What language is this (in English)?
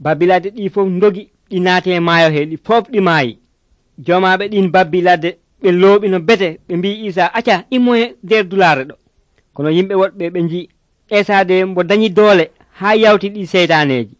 Nigerian Fulfulde